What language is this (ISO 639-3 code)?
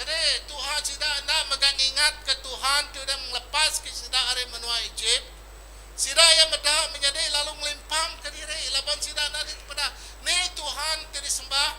iba